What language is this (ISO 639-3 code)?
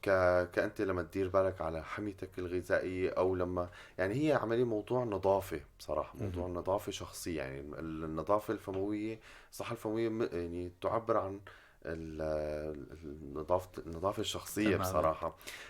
apc